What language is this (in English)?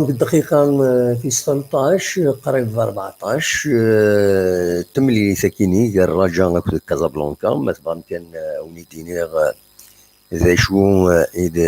Kabyle